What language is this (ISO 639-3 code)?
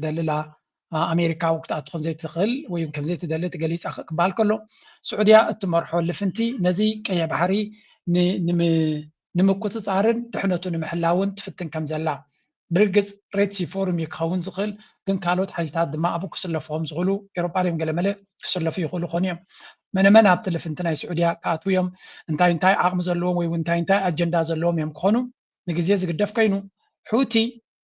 tir